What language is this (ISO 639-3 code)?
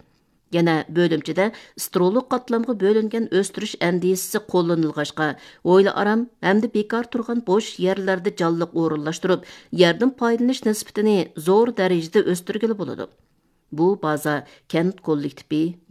uig